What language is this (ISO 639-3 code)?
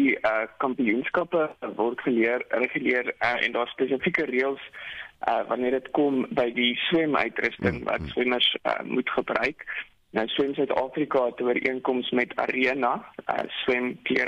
afr